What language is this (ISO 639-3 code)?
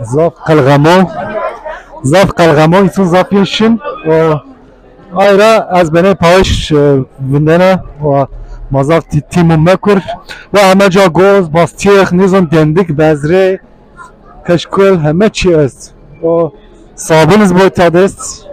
zza